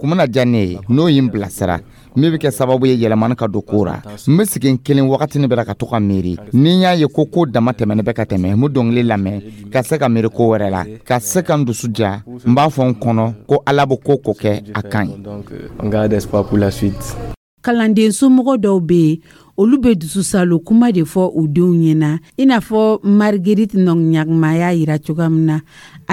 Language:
Dyula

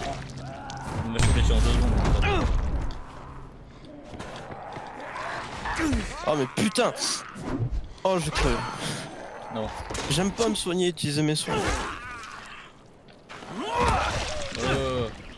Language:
French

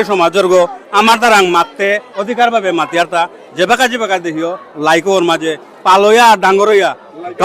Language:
Bishnupriya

